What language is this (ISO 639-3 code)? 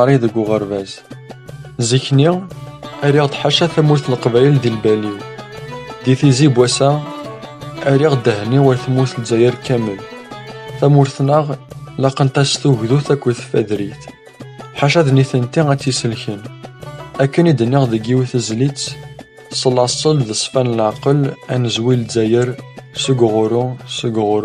kab